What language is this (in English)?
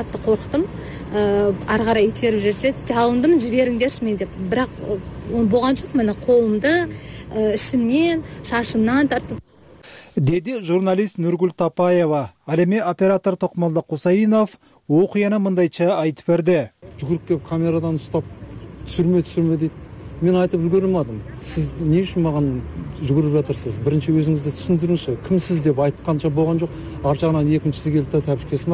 Kyrgyz